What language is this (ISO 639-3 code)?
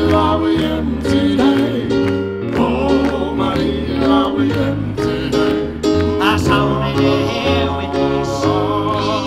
dan